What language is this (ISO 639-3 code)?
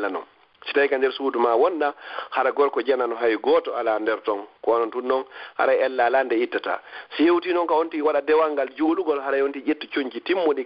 ful